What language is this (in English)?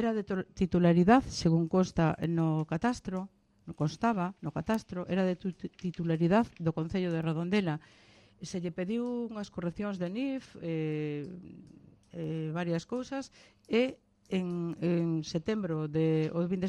Galician